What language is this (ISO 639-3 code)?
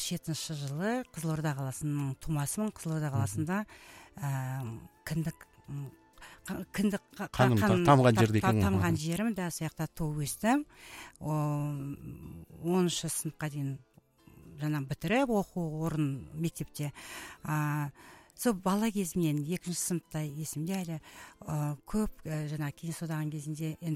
kaz